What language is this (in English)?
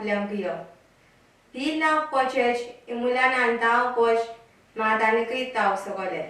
Pohnpeian